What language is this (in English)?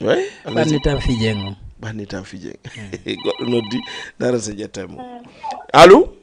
Fula